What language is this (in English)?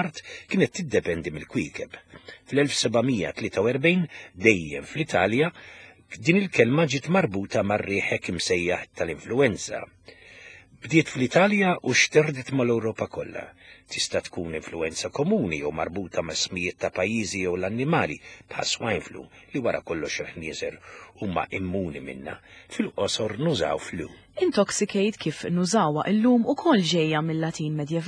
Maltese